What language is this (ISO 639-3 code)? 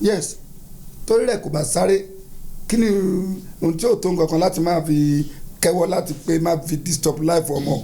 yor